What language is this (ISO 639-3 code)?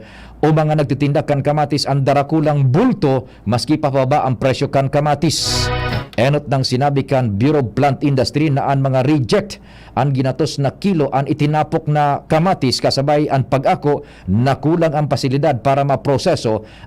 bik